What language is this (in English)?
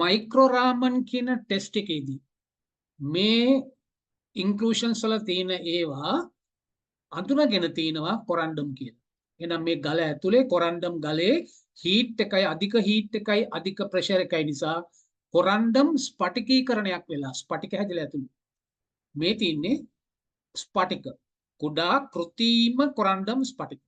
Sinhala